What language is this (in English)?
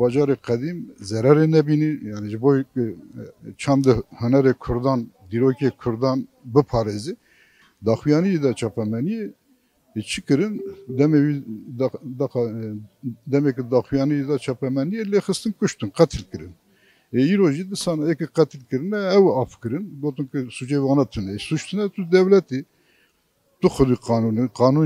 Kurdish